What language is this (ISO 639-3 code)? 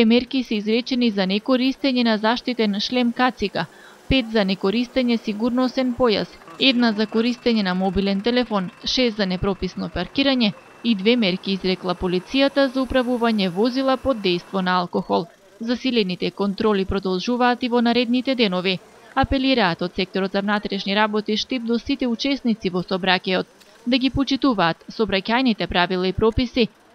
mkd